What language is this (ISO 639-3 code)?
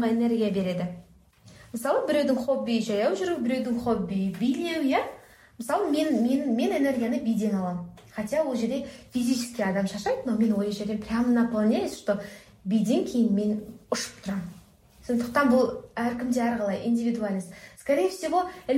kaz